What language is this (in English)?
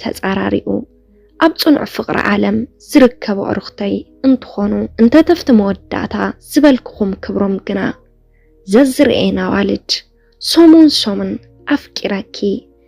Tigrinya